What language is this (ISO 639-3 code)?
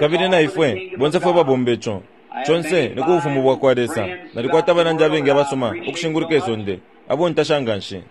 bem